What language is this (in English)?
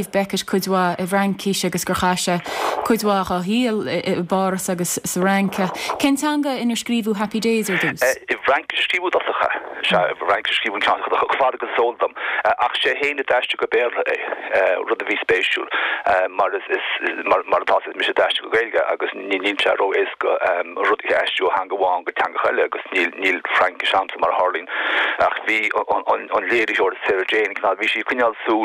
Irish